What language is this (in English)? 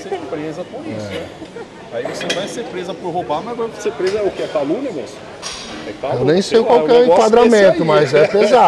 Portuguese